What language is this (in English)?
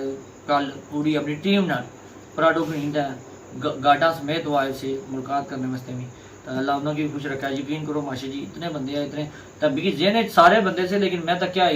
Pahari-Potwari